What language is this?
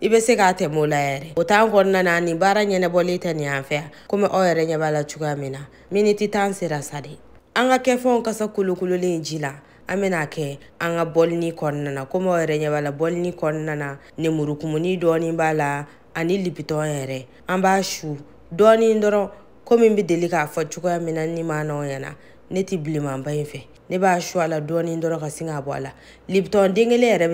Bambara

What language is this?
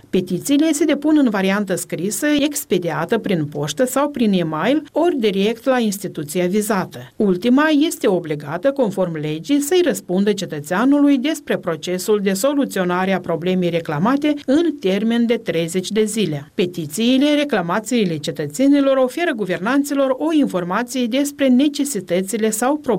Romanian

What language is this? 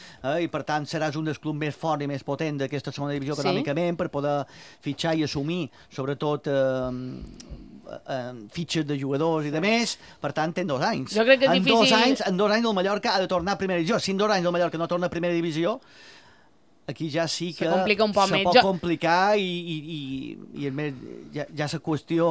Catalan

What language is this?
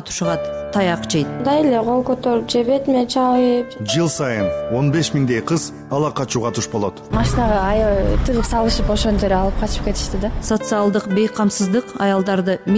Kyrgyz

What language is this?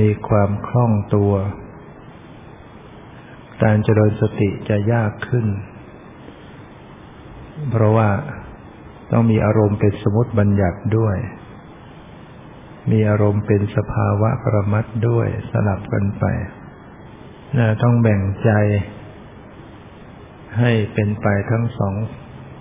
Thai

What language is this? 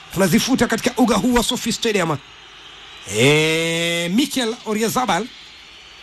Swahili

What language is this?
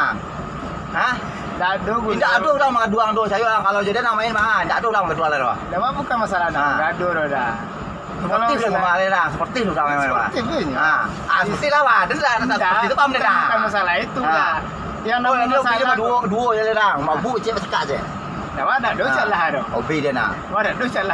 Minangkabau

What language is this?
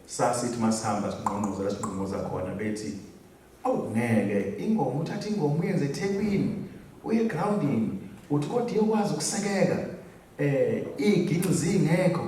Zulu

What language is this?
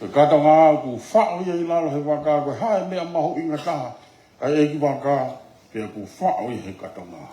Tongan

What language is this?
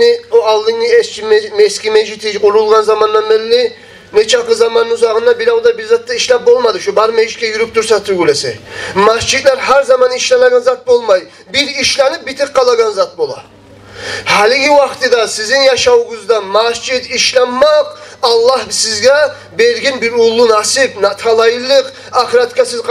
Kumyk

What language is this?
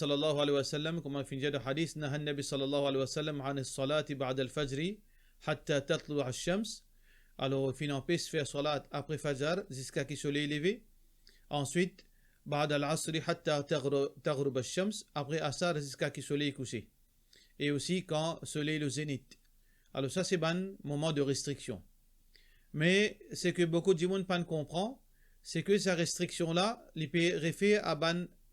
Morisyen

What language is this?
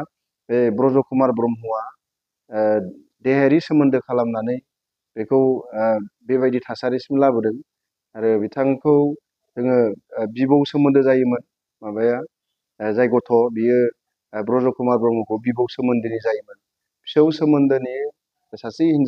Bodo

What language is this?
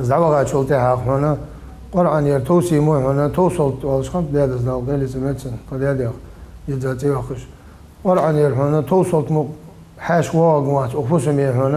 Ingush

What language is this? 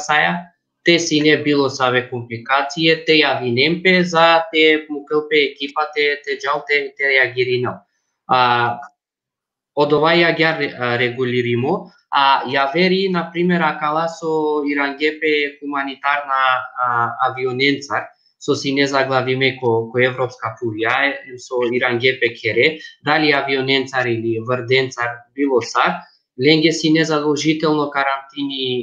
Balkan Romani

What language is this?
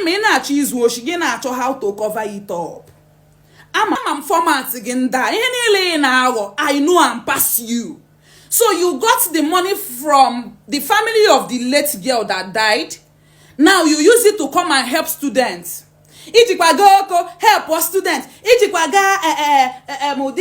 Igbo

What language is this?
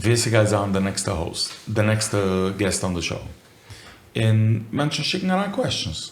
Yiddish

